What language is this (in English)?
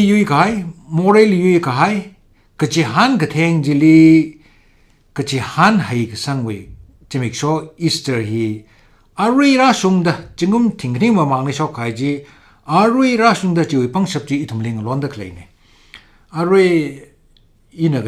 Tangkhul Naga (India)